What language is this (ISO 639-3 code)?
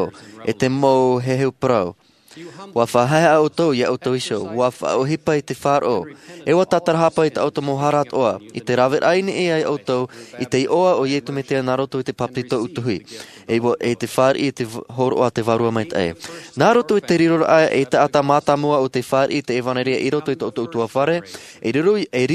tah